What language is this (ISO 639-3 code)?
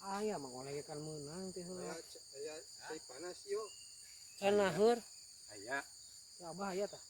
sun